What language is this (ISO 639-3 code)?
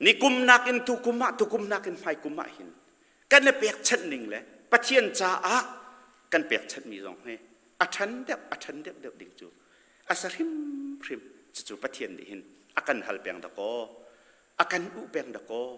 cnh